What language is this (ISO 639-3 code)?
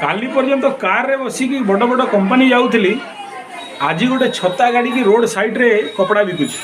ori